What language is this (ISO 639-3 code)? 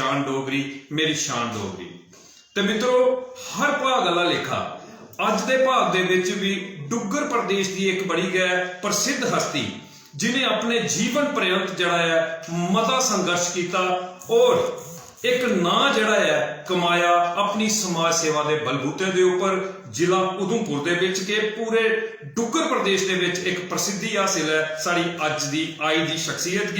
doi